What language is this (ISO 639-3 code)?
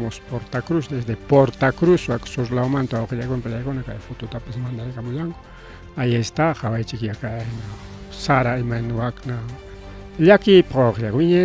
quy